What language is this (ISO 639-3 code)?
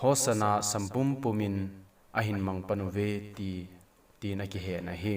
tcz